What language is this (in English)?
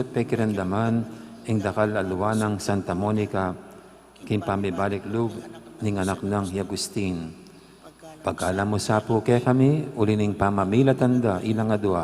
Pampanga